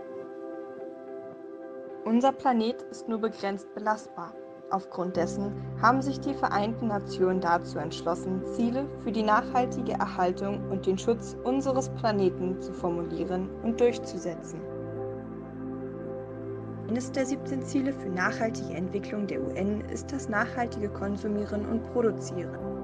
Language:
German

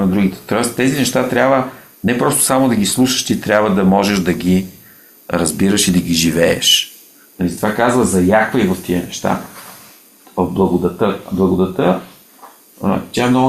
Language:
Bulgarian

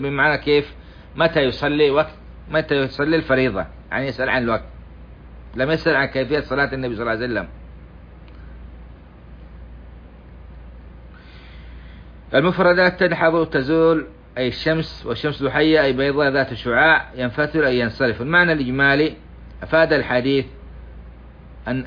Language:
Arabic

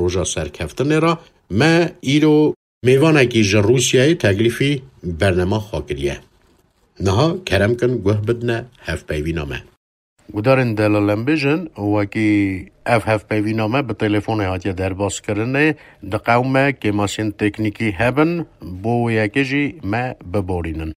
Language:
Kurdish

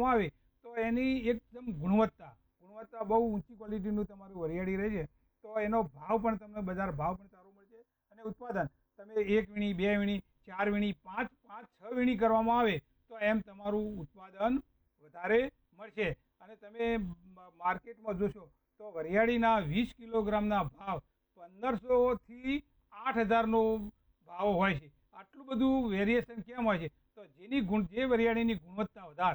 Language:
Gujarati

